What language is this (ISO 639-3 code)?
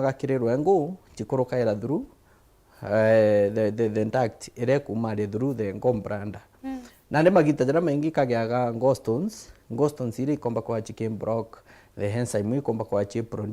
mer